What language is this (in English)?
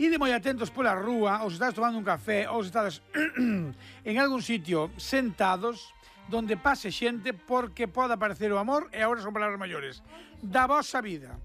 Galician